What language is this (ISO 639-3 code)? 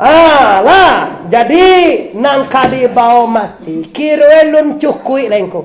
min